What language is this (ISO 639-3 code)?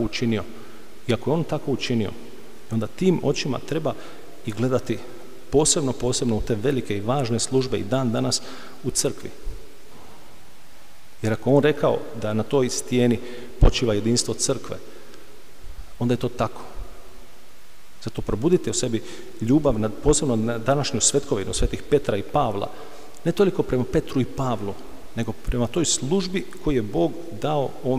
hrv